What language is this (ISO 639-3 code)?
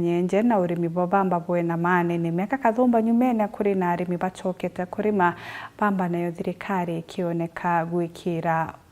mer